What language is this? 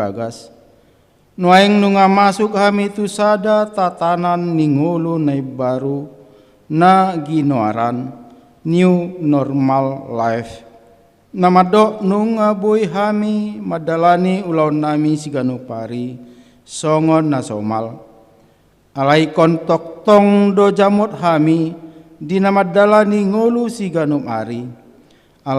Batak Toba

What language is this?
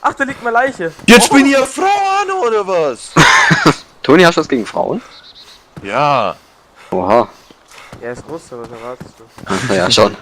Bavarian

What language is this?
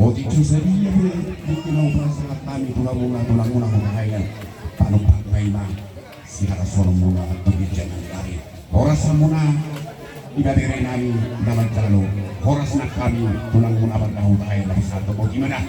Batak Toba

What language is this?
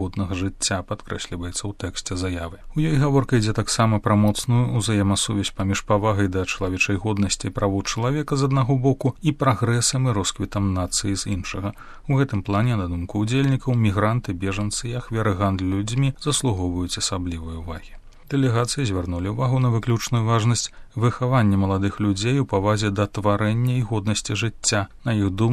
Belarusian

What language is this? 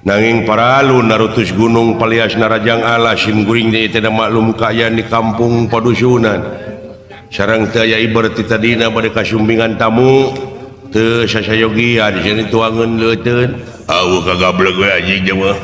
Sundanese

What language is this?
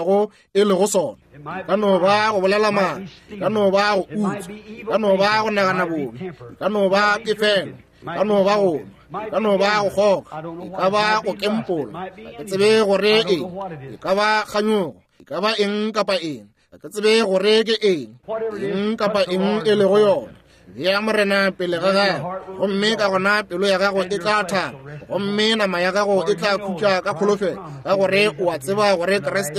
Northern Sotho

